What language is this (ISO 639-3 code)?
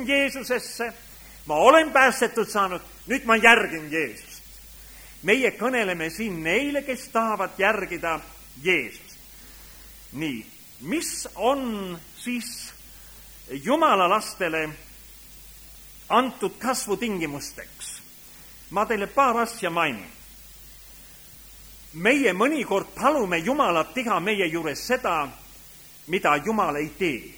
est